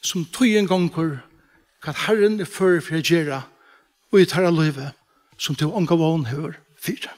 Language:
Faroese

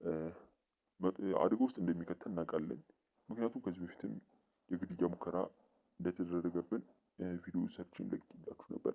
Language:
Amharic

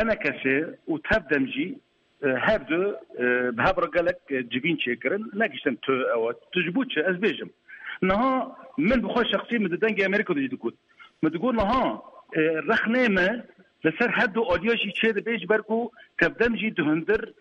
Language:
Kurdish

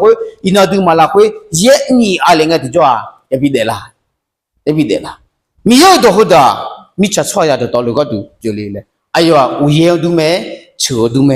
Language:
Akha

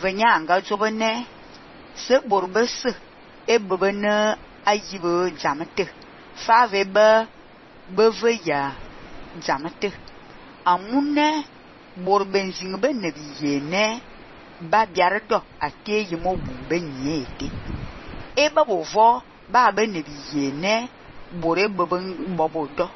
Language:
Fang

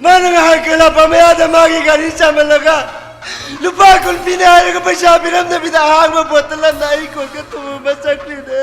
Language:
Manipuri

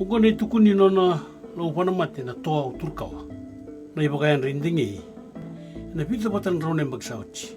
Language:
Fijian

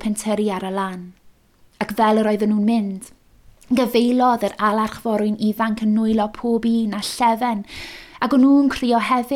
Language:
Welsh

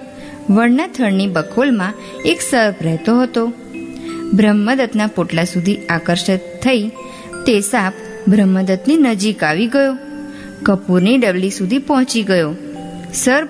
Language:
Gujarati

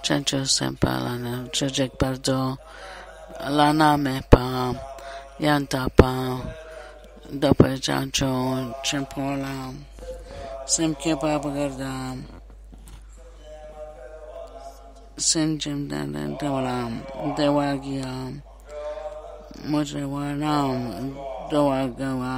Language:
Italian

